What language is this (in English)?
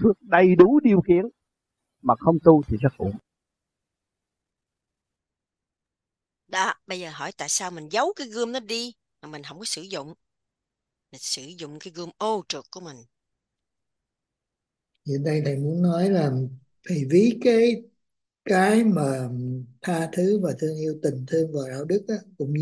Vietnamese